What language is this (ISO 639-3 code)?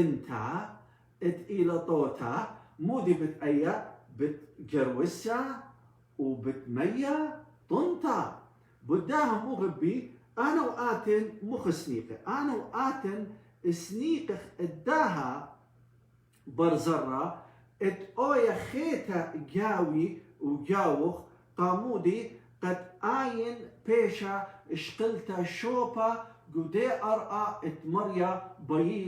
aii